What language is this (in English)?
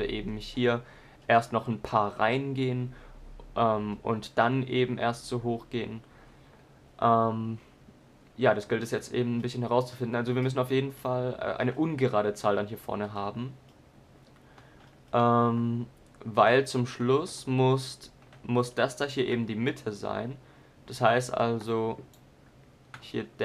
German